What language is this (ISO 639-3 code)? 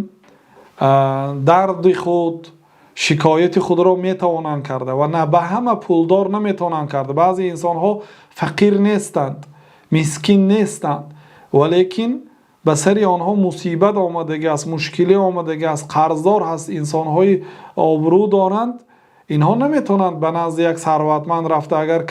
tgk